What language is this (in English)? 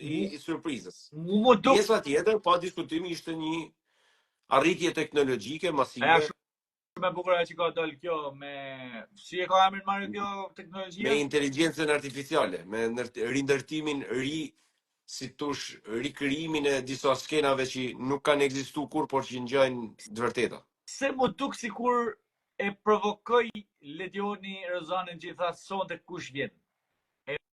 Albanian